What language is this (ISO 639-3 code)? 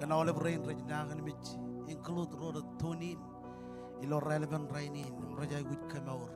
mah